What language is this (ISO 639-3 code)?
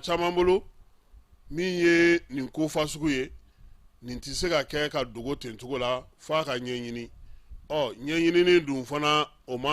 bam